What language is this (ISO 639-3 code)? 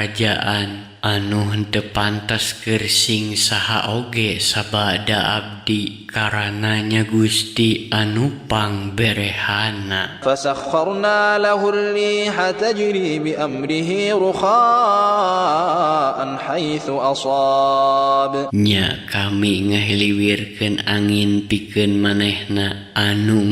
sun